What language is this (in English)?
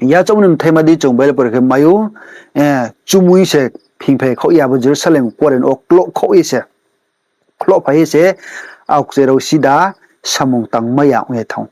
Riang (India)